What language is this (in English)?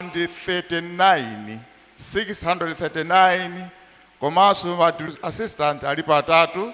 Nyanja